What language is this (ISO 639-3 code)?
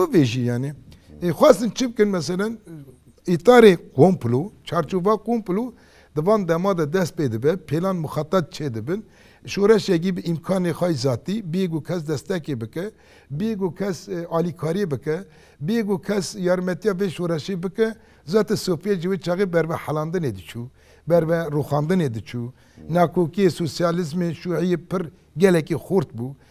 kur